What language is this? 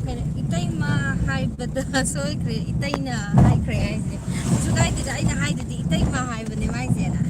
Manipuri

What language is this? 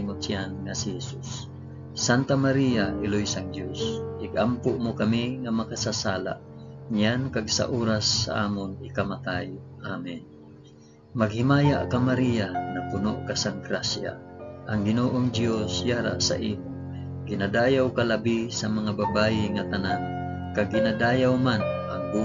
Hiligaynon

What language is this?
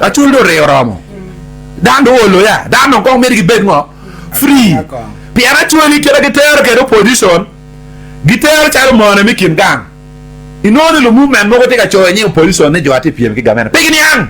Acoli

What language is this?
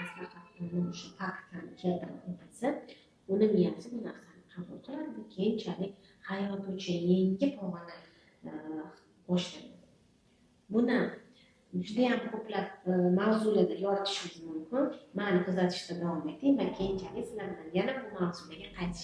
Uzbek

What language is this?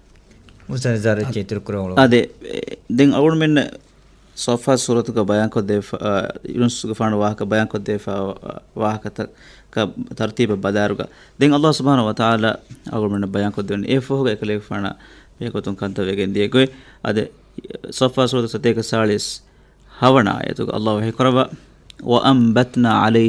Divehi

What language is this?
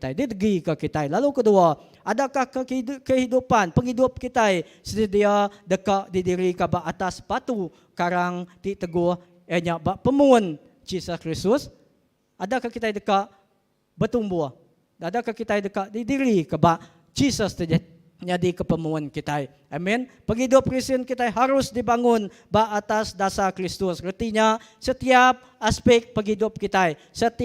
Iban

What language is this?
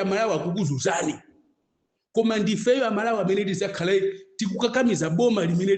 Nyanja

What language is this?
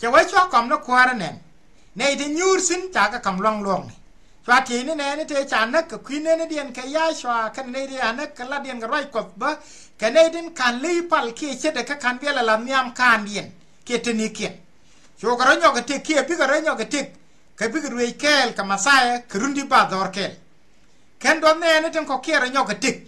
Nuer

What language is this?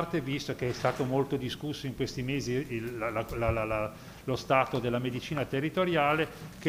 Italian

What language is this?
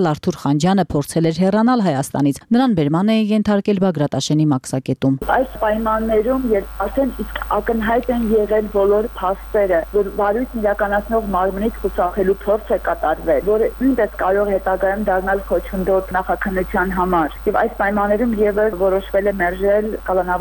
Armenian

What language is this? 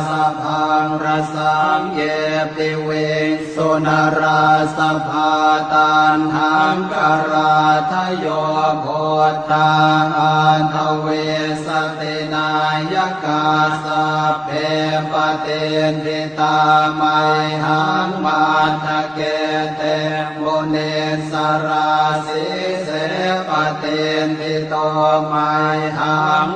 Pali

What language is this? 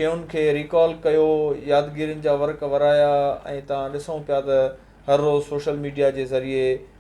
Sindhi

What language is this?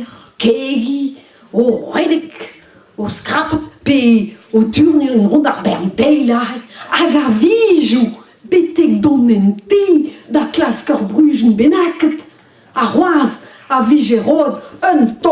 Breton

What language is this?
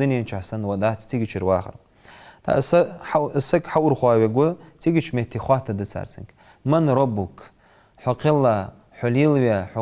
Ingush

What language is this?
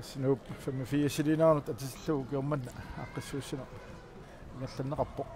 Kalaallisut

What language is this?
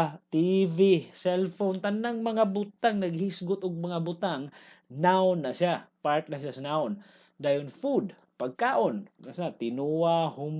Cebuano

